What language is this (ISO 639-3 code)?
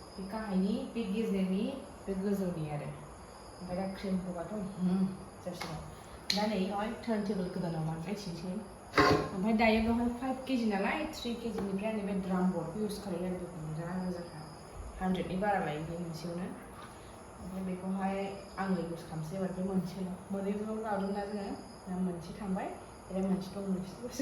brx